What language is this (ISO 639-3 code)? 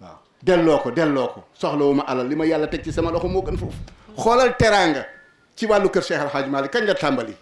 wol